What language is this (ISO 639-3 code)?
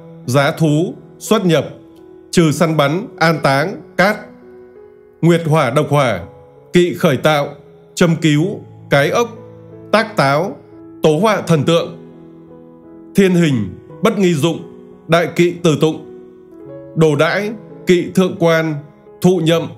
vie